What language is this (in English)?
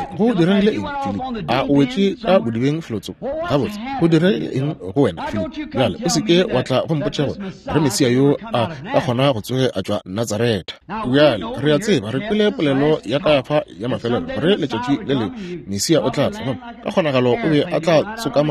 Northern Sotho